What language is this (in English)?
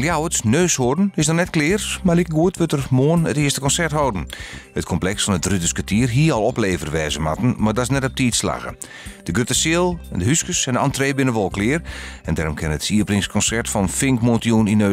Western Frisian